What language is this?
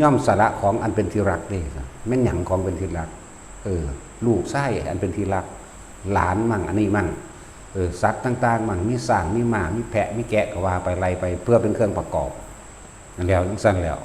Northeastern Thai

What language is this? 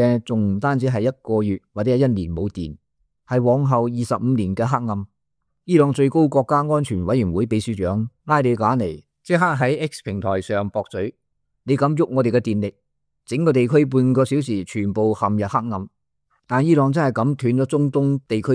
Cantonese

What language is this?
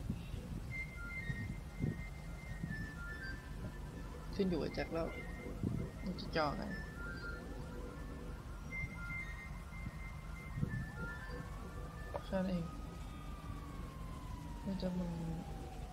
Thai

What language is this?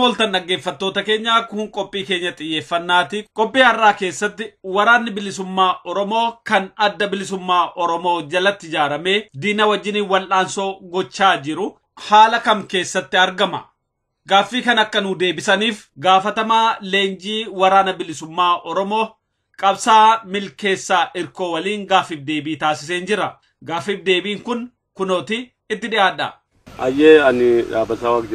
Oromo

